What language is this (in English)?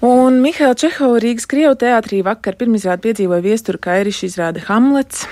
Latvian